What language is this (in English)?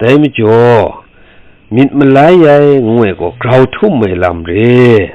Kachin